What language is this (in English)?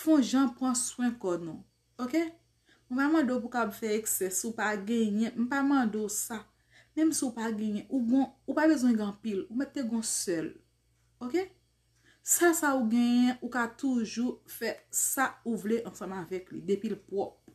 Haitian Creole